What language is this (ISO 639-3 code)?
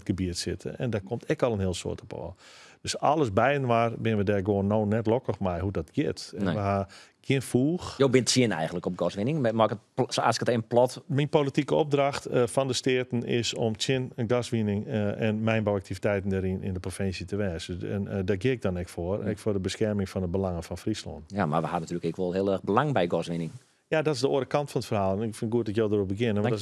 fry